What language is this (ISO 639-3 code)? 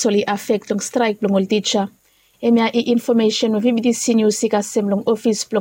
bis